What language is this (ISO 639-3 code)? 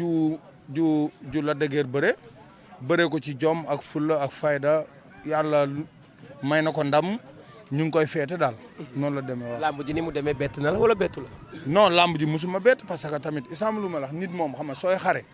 wol